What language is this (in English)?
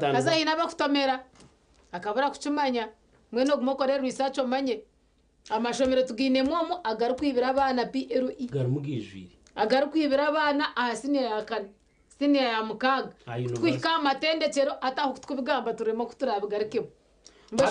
Nyankole